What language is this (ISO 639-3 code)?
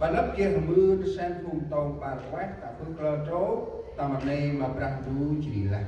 cmo